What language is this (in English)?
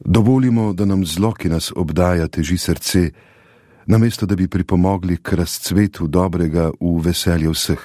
Slovenian